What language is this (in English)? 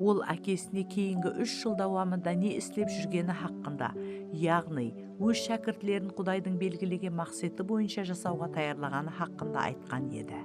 Kara-Kalpak